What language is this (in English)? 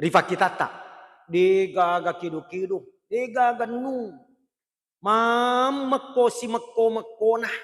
Buginese